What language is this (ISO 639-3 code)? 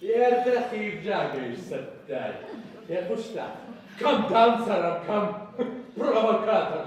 oss